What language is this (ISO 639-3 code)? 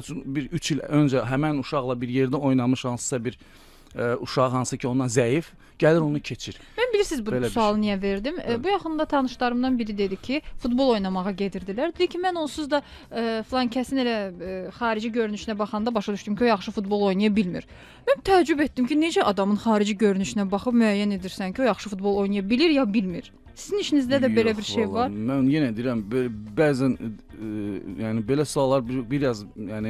aze